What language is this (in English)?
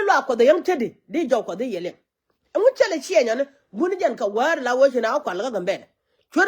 Nuer